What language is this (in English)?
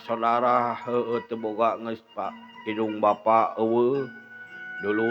Sundanese